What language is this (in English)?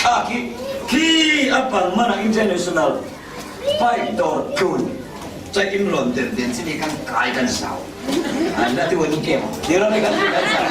Falam Chin